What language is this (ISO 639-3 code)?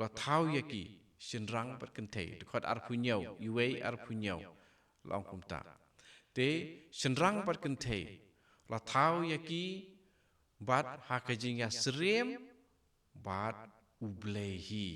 kha